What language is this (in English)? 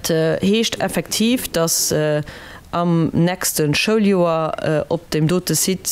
Luxembourgish